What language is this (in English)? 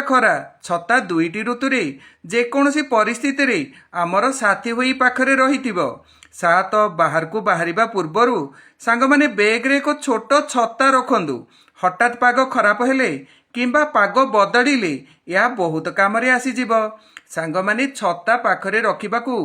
Odia